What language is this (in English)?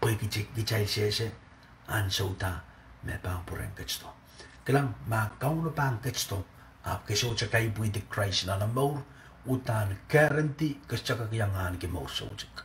Pohnpeian